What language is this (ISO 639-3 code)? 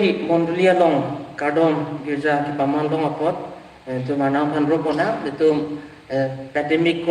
mjw